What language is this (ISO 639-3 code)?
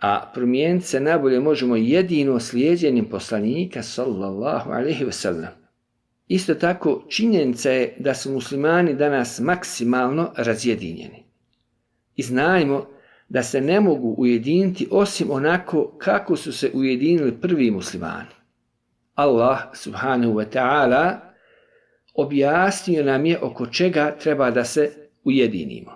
bos